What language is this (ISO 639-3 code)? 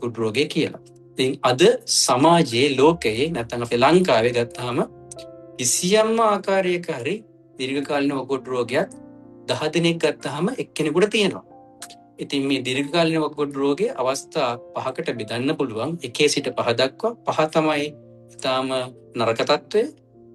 sin